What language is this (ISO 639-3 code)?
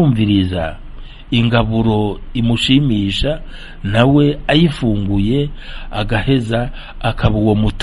run